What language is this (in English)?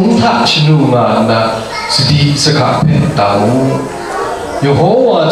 Kachin